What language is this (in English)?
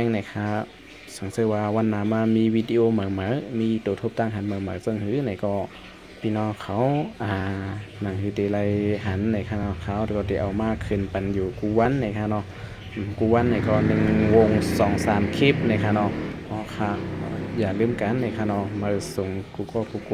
Shan